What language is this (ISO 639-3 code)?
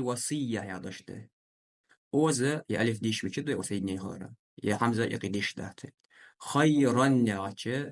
inh